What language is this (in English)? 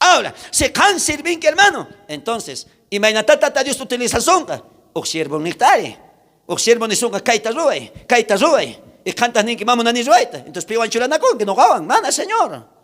South Bolivian Quechua